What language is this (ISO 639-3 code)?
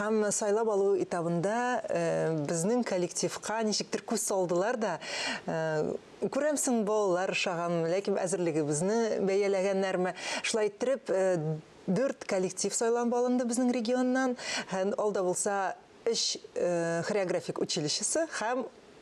tat